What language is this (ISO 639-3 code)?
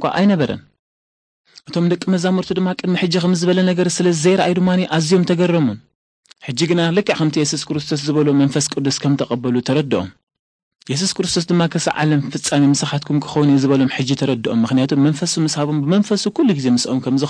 tir